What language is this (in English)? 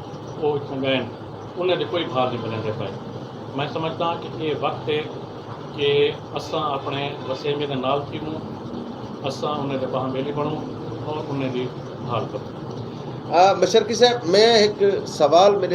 Saraiki